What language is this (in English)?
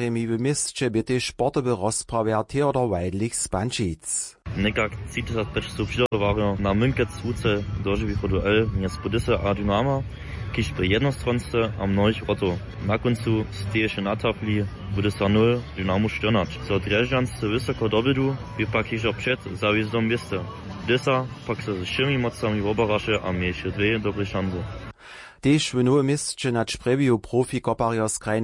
Upper Sorbian